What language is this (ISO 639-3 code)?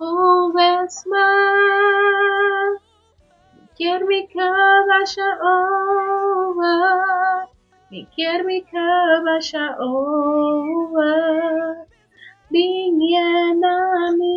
pap